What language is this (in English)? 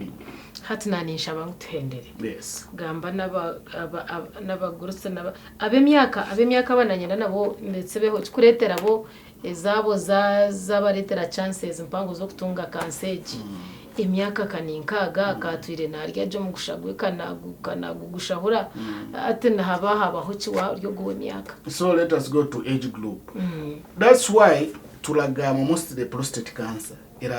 Nyankole